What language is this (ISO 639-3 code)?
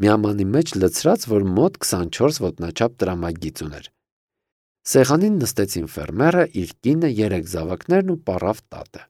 hye